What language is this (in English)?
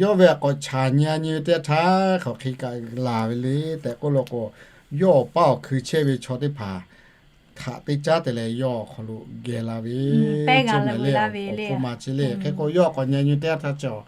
Lahu